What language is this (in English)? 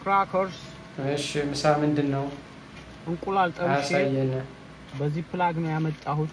Amharic